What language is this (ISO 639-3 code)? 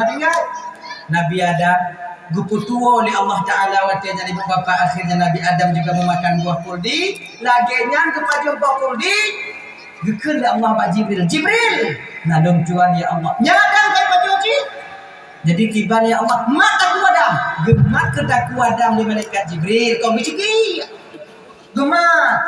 ace